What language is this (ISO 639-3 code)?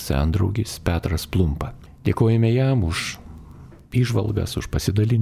lit